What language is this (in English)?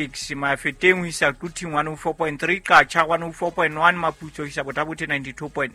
Southern Sotho